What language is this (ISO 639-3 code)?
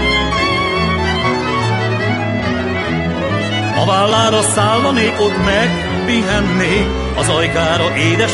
hun